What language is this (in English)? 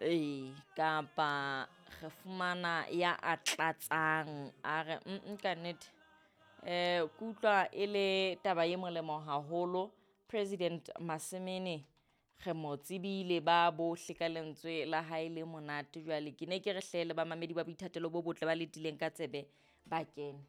Southern Sotho